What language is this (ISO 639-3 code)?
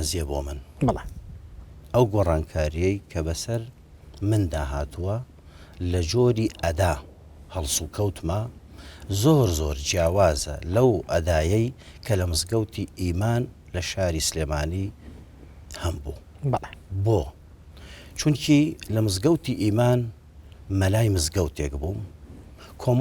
ckb